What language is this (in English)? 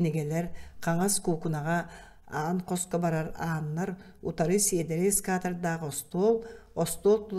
Yakut